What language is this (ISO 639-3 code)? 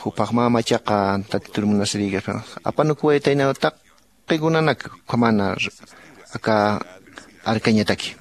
aym